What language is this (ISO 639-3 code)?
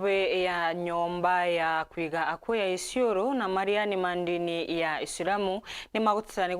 mer